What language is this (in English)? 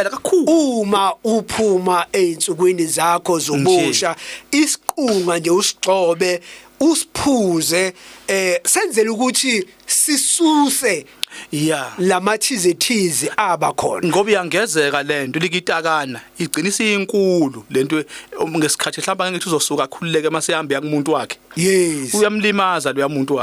Zulu